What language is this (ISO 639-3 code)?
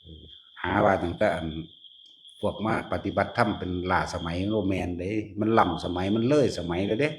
tts